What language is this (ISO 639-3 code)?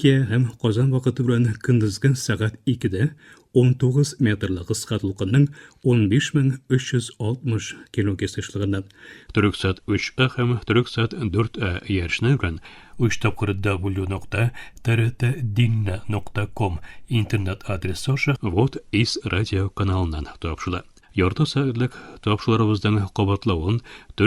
tat